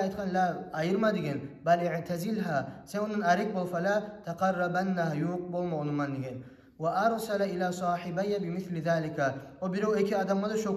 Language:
Kumyk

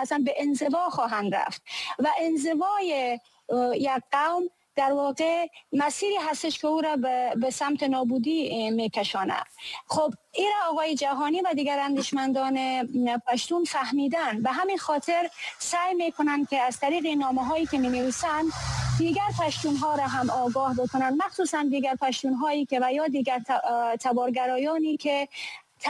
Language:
Persian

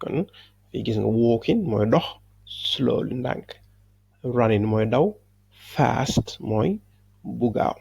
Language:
Wolof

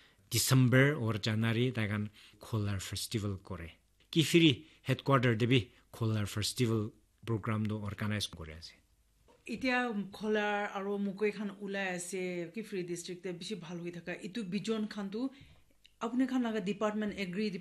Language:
Naga Pidgin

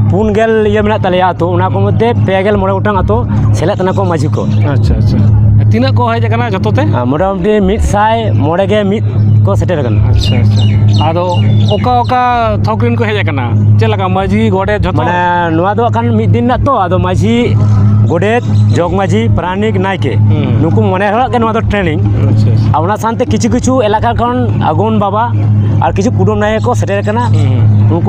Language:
Santali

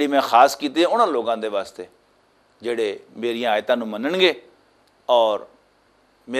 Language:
Western Panjabi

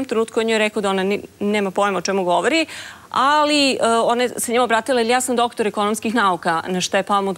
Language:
Serbian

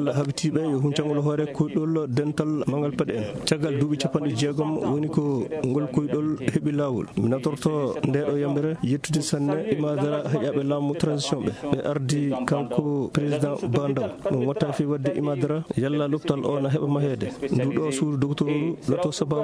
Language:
Fula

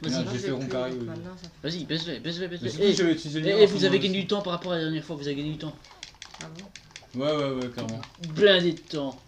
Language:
French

